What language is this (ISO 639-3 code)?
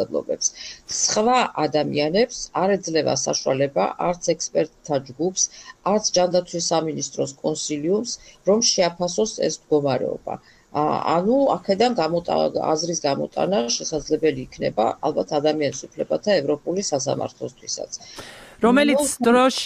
kat